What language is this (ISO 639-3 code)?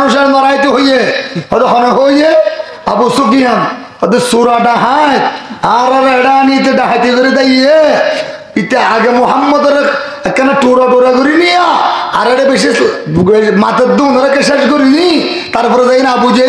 rhg